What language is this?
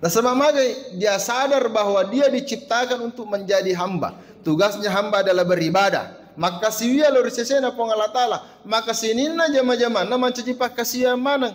Buginese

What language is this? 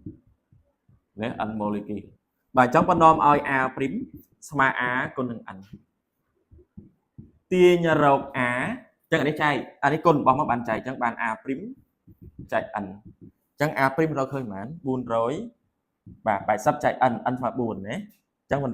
Khmer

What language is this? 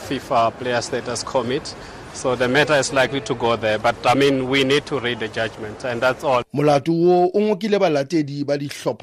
Tswana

